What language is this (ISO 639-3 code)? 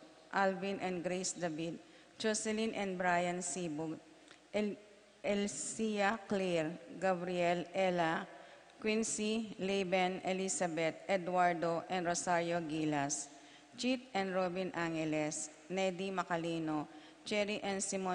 pam